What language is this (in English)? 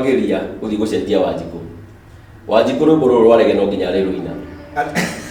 Kikuyu